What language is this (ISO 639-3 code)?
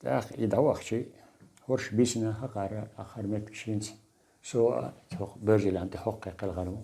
che